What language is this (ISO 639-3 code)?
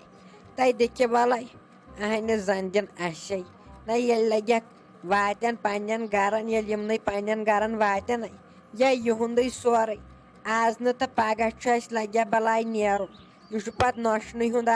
kas